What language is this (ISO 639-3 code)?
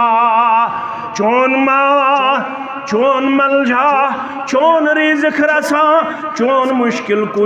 kas